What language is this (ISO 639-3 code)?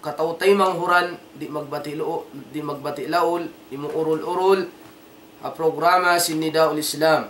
tsg